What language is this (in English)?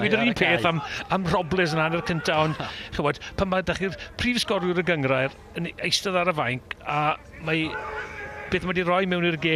Welsh